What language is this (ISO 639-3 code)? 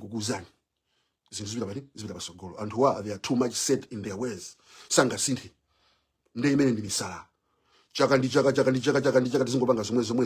nya